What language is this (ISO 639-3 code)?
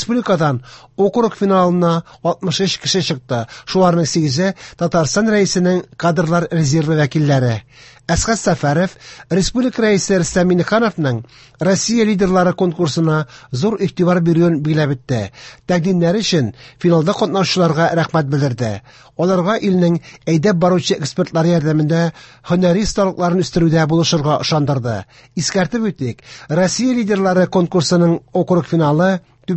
tat